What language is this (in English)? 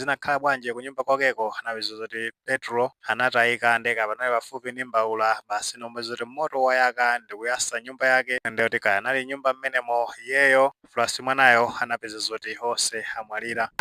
Nyanja